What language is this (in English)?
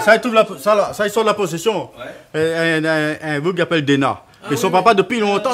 Réunion Creole French